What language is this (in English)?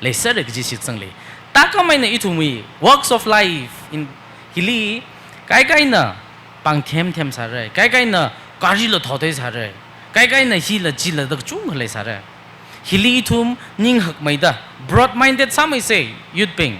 Tangkhul Naga (India)